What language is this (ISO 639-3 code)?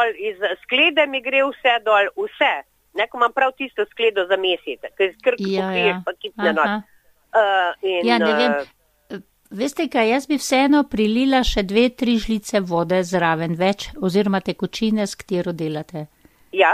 slv